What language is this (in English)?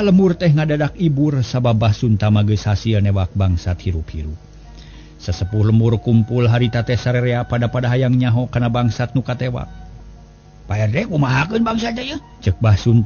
Sundanese